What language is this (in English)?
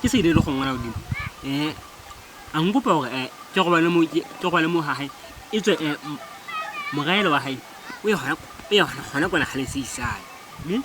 Southern Sotho